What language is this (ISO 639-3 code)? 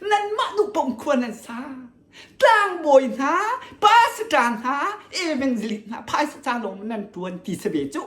cnh